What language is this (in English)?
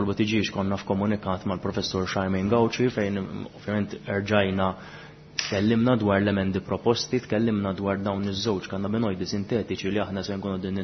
Maltese